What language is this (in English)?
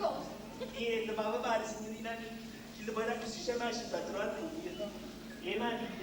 Neapolitan